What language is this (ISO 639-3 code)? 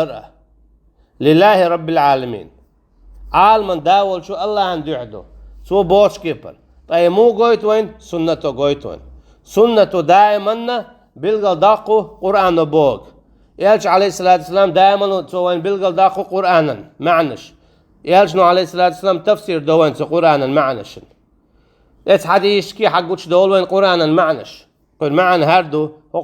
che